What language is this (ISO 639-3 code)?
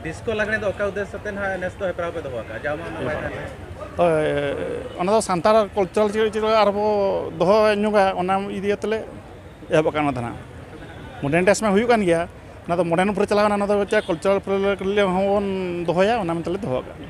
sat